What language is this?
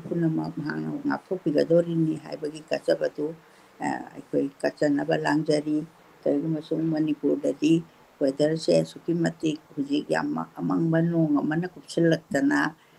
Manipuri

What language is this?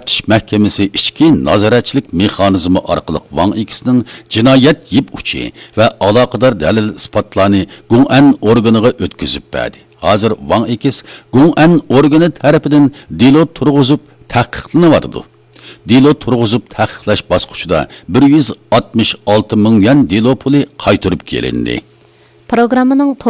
Uyghur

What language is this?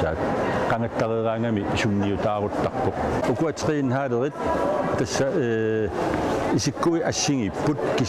Kalaallisut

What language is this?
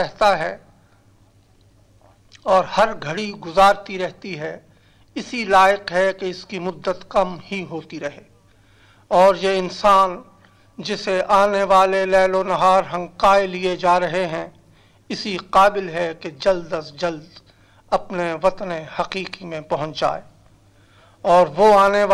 Urdu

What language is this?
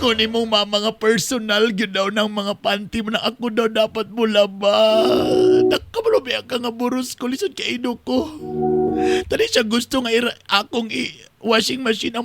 Cebuano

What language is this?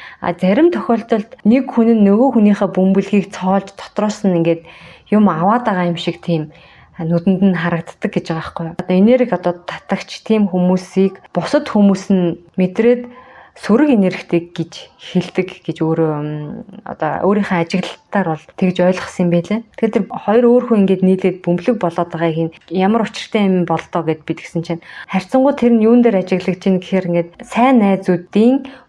Mongolian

